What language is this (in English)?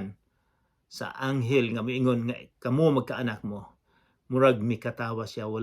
Cebuano